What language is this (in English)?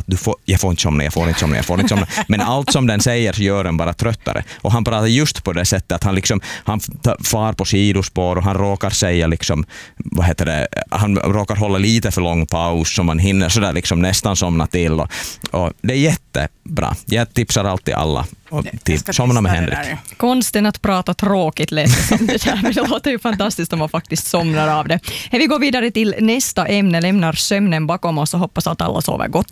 Swedish